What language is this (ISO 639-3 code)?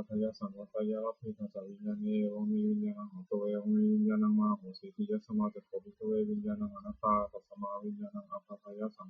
pli